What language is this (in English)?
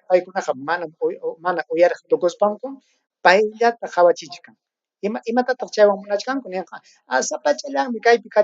Ayacucho Quechua